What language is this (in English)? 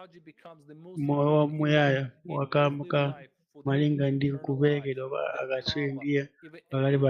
Nyanja